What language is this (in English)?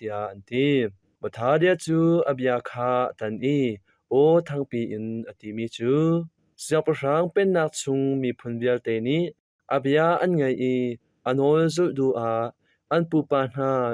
Hakha Chin